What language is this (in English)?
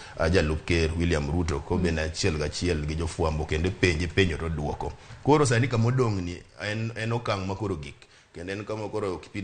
Luo (Kenya and Tanzania)